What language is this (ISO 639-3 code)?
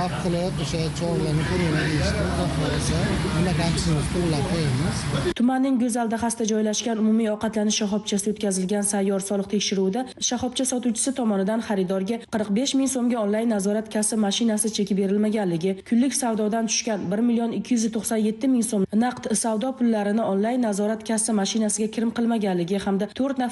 uzb